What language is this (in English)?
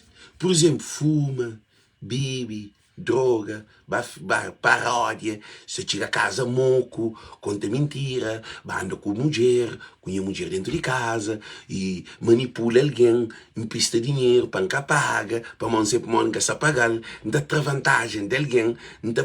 Kabuverdianu